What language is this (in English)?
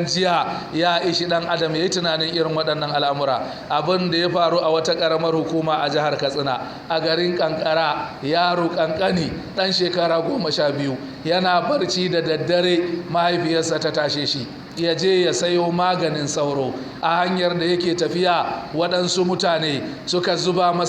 Hausa